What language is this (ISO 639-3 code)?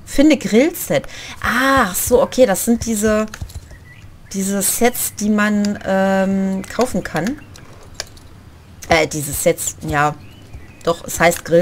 deu